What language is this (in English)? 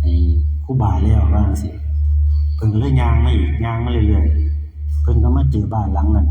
Northeastern Thai